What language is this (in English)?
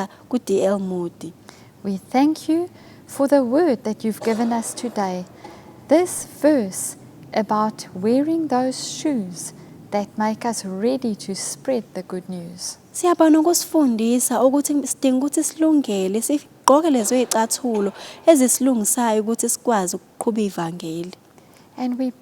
Zulu